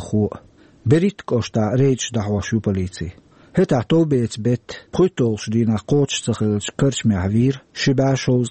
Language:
Chechen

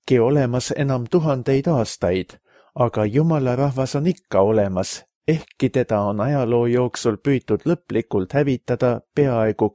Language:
Estonian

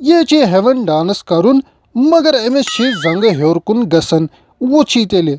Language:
Kashmiri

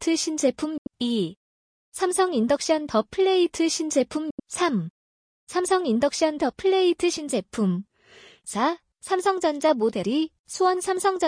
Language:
Korean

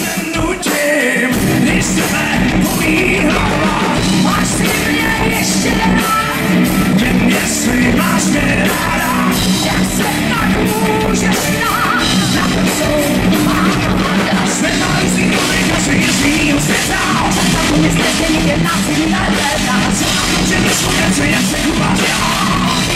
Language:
Czech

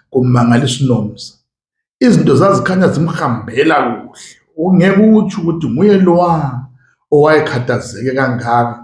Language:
North Ndebele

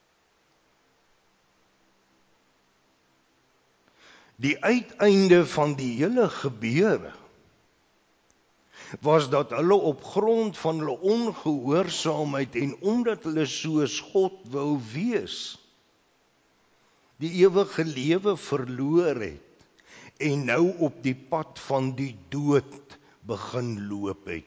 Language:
Afrikaans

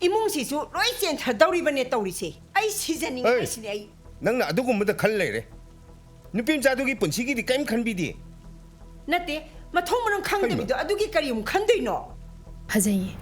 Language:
Manipuri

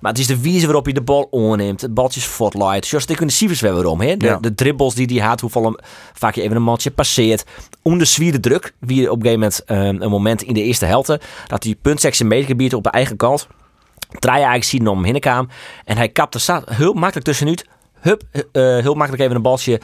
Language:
Western Frisian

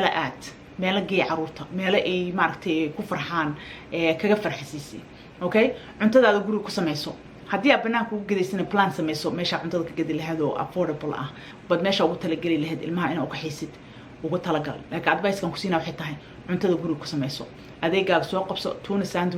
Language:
Somali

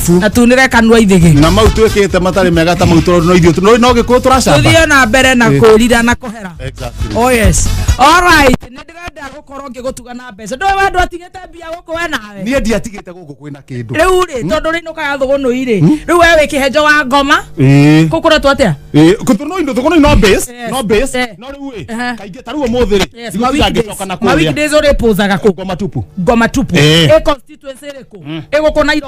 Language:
Kikuyu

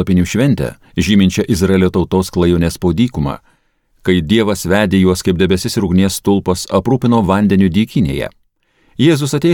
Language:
Lithuanian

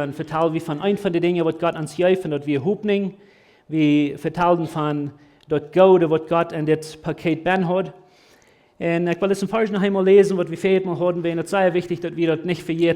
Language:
Plautdietsch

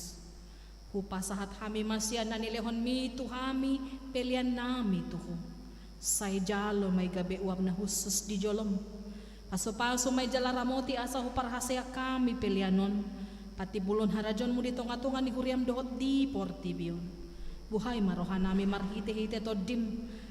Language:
Batak Toba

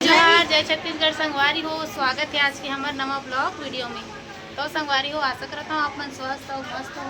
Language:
Chhattisgarhi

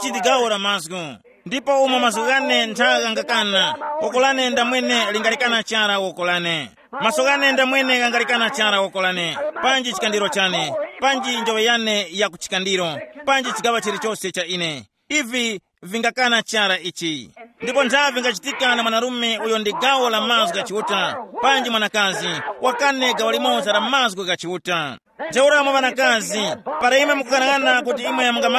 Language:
Tumbuka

